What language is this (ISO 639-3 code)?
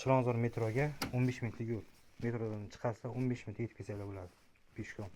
uzb